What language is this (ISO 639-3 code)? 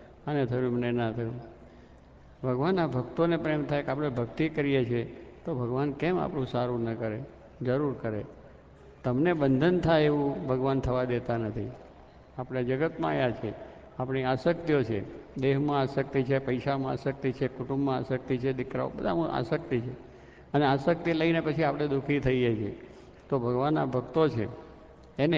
guj